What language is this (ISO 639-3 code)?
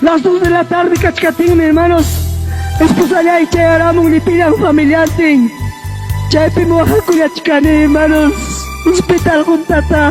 quy